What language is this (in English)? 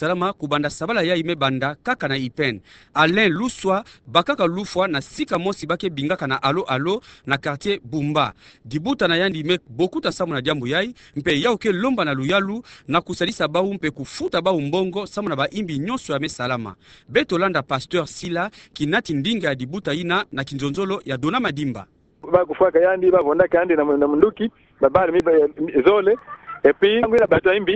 Kituba (Democratic Republic of Congo)